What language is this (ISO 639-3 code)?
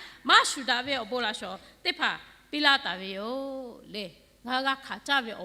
lhu